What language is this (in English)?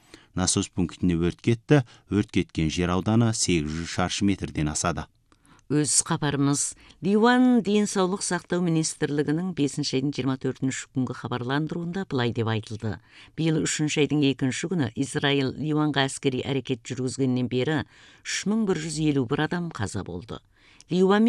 Kazakh